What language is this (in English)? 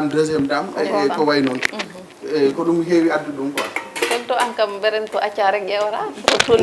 Fula